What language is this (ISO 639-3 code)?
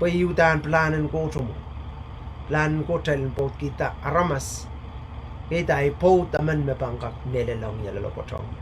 pon